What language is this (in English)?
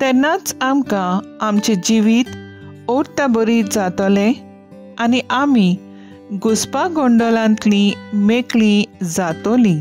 Konkani